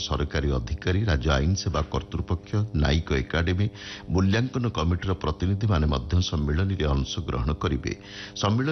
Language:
Odia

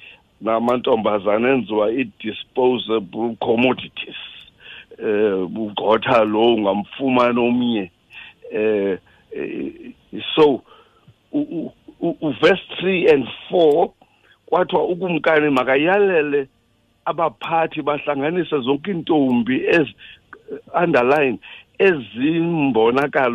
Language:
Xhosa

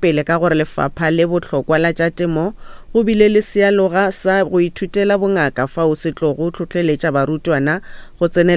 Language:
Northern Sotho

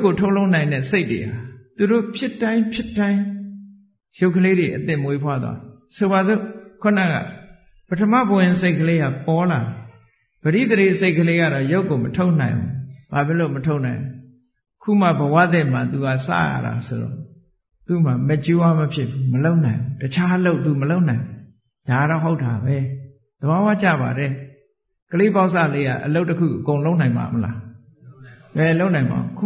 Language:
Burmese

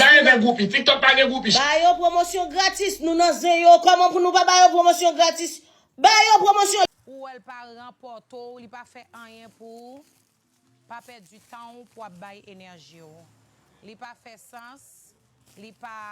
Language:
Haitian Creole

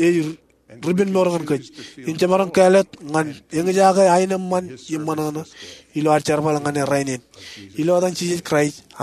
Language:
Marshallese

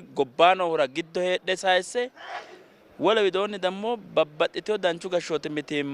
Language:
Sidamo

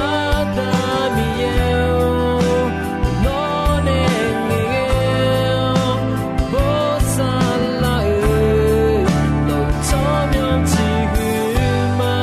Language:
Akha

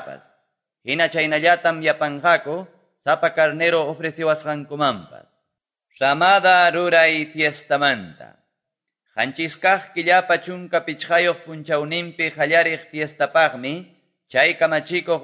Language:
Quechua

